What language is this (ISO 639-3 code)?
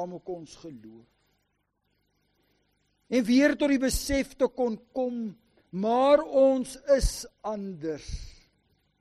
afr